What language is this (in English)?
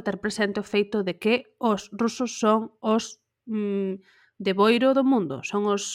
Galician